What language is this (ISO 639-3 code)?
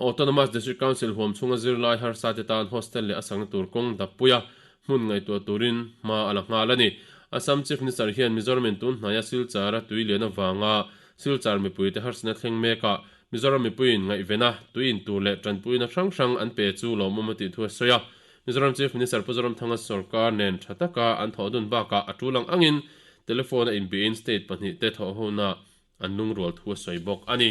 lus